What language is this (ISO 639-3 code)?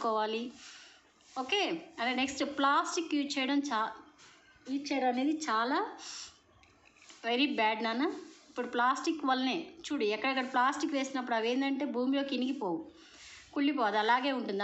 tel